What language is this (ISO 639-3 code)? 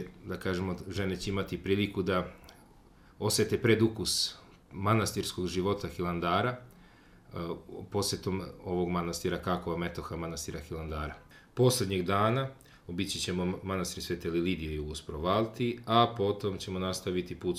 srp